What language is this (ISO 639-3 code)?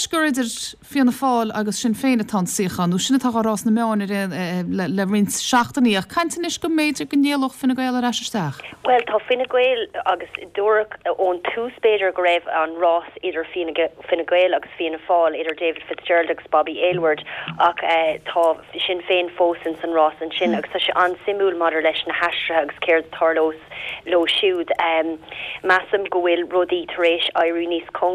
gle